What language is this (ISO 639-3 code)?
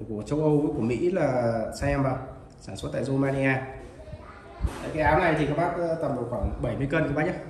vie